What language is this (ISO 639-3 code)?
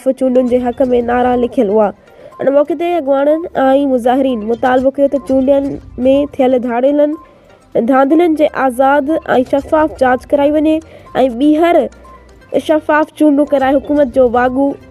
snd